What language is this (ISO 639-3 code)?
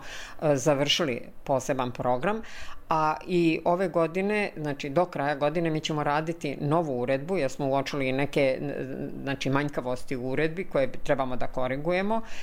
bos